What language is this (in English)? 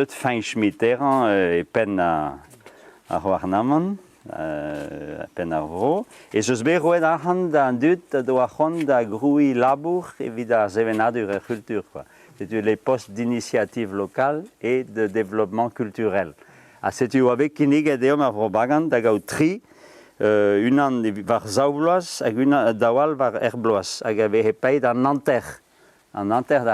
Breton